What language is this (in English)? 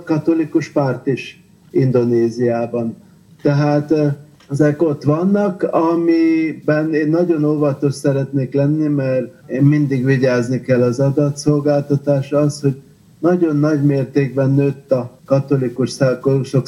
Hungarian